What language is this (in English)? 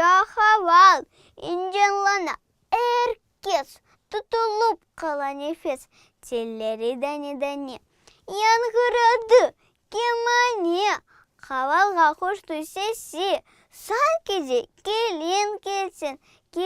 Crimean Tatar